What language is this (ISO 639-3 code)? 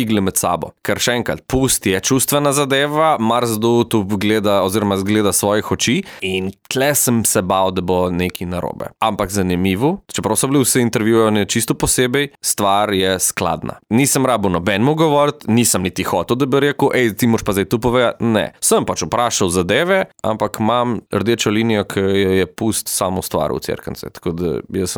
slv